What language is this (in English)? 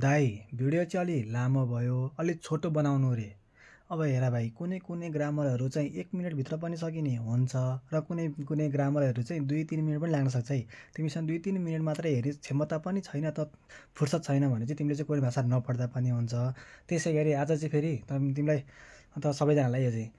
Nepali